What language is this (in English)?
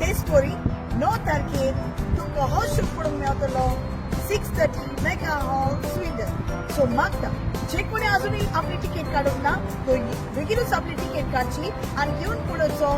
Konkani